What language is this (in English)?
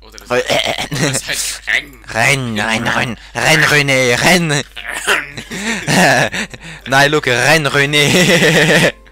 Swiss German